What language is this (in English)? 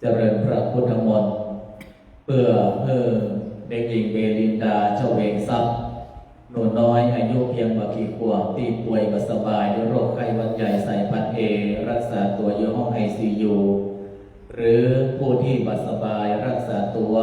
Pali